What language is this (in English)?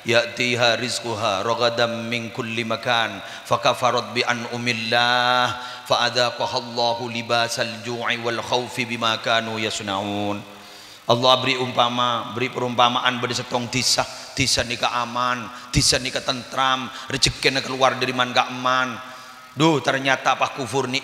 Madurese